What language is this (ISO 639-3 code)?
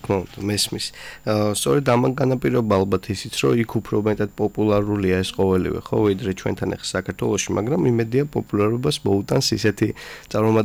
kat